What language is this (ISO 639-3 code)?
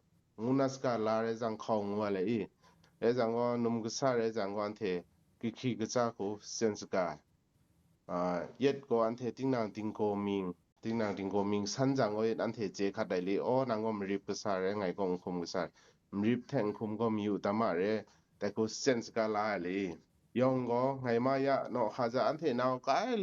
kac